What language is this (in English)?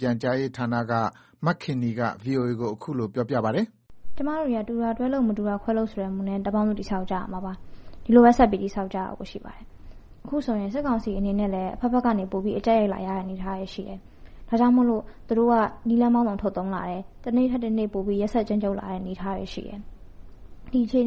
Burmese